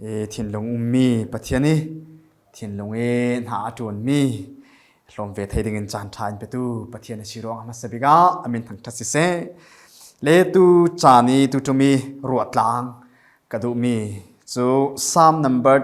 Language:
Falam Chin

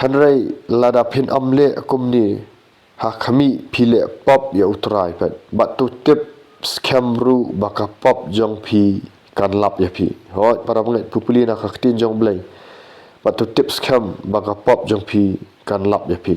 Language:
Khasi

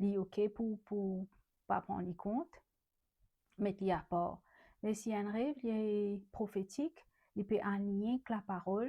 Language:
Morisyen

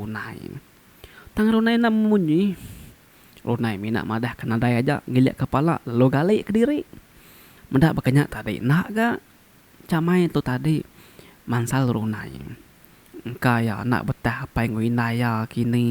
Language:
Iban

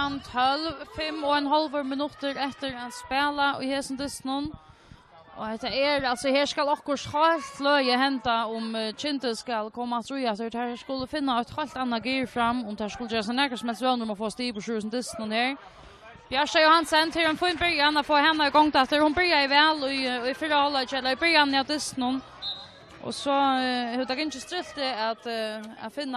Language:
Faroese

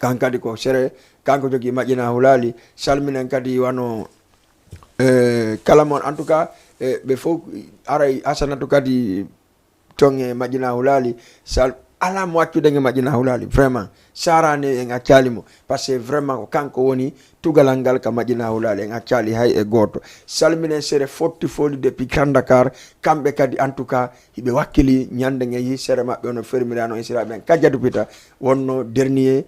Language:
Fula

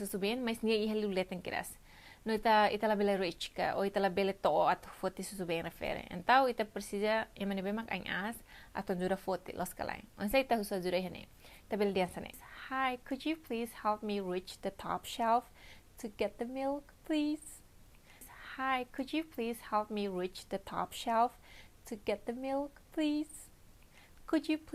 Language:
Tetum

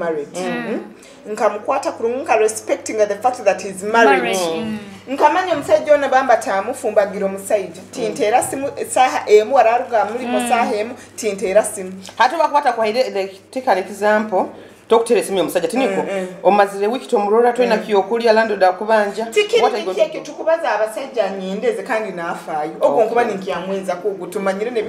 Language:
Nyoro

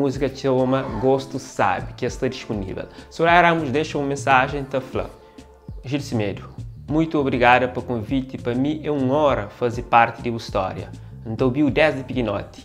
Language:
Kabuverdianu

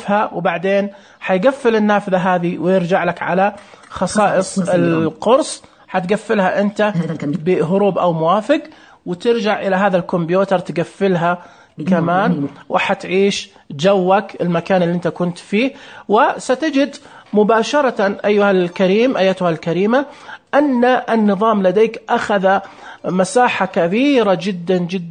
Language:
Najdi Arabic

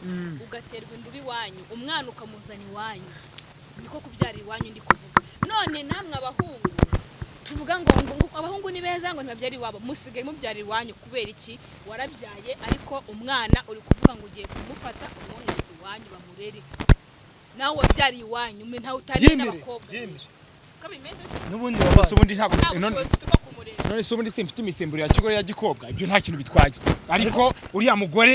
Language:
Kinyarwanda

